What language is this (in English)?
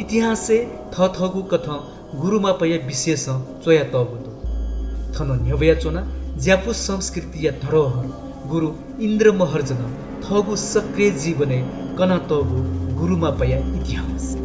Newari